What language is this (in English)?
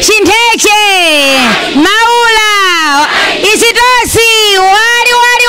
Nyanja